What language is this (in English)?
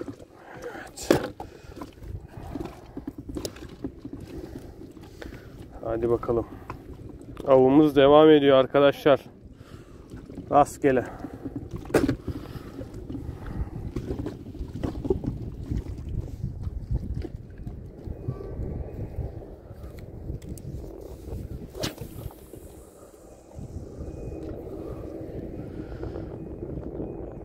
Turkish